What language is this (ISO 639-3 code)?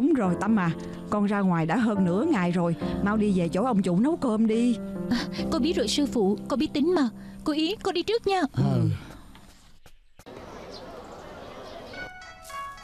vie